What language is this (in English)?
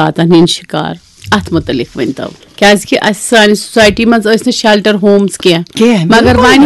Kashmiri